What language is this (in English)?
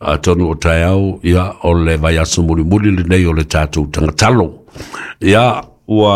Samoan